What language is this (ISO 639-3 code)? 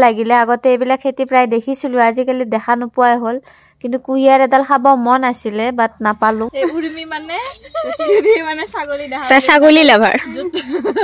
asm